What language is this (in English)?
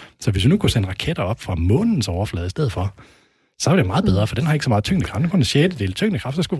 Danish